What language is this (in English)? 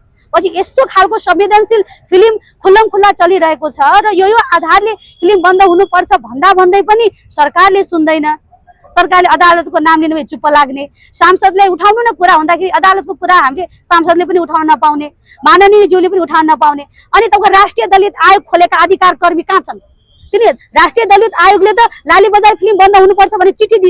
Nepali